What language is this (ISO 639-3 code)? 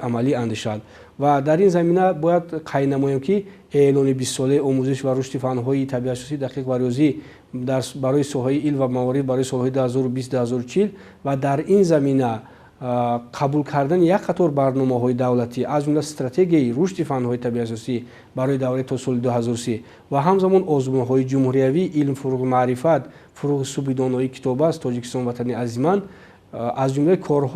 tgk